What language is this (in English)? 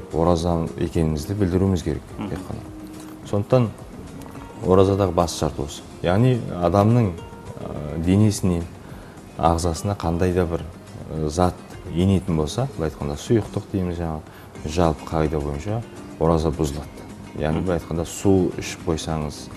Kazakh